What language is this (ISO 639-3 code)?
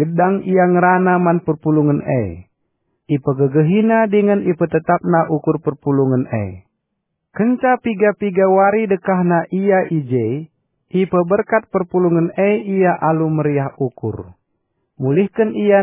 btx